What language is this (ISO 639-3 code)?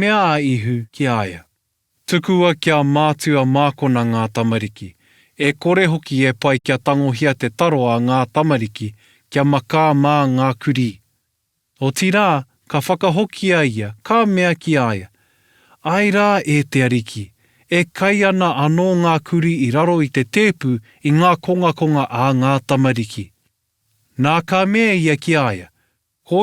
mri